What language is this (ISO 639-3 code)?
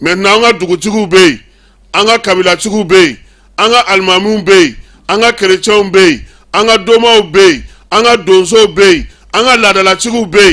bam